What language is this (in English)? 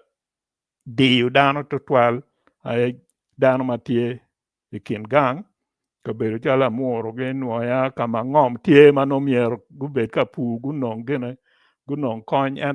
Acoli